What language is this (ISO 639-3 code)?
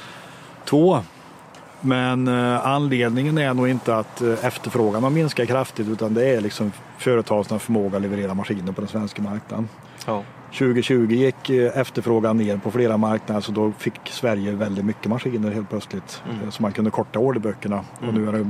swe